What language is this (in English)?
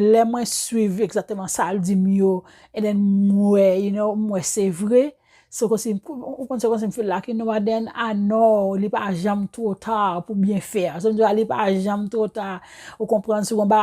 Haitian Creole